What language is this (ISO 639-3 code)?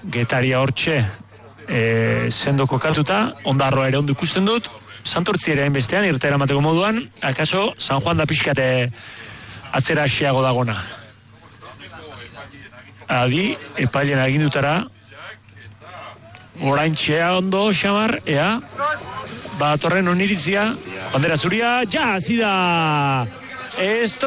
eus